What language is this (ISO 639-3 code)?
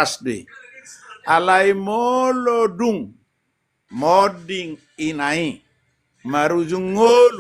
bbc